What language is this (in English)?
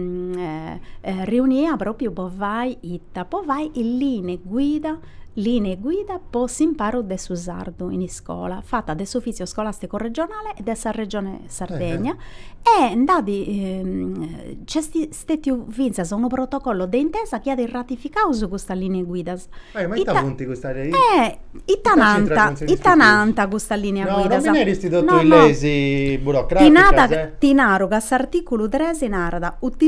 Sardinian